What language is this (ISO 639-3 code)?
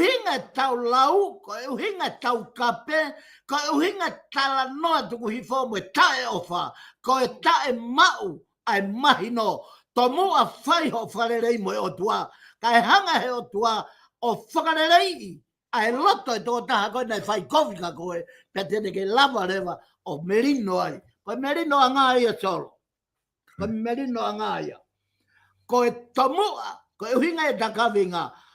ton